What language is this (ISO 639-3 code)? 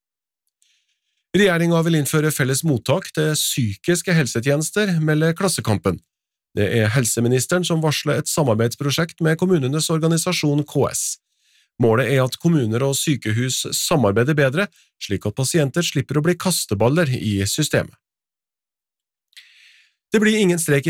nor